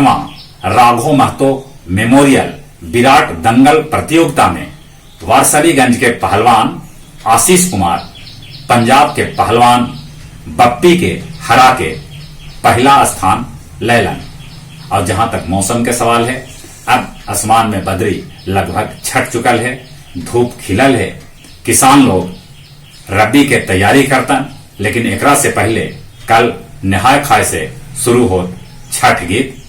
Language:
Magahi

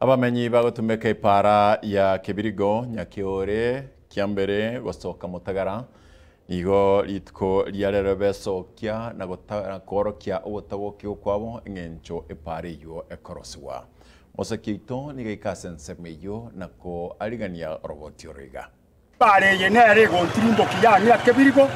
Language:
Gusii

